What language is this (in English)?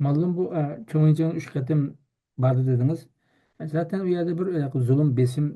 Uyghur